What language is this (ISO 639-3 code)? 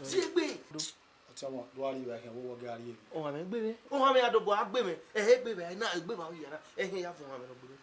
bin